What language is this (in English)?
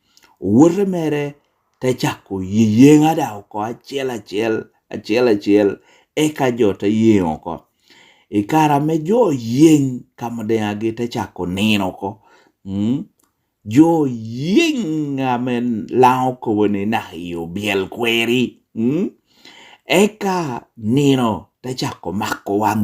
Lango (Uganda)